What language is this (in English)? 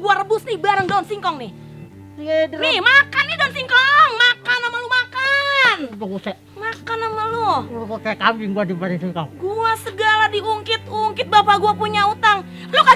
Betawi